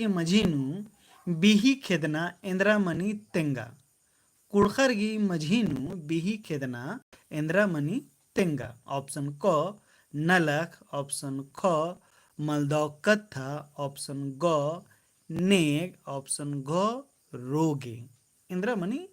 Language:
Kurukh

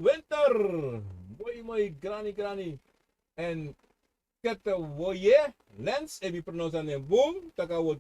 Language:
Sranan Tongo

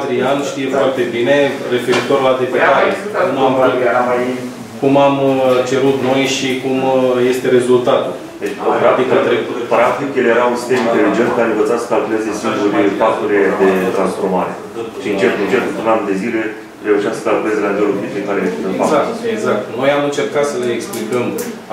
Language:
Romanian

